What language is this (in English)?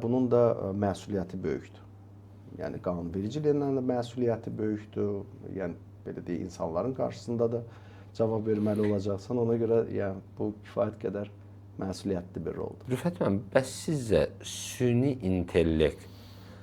Azerbaijani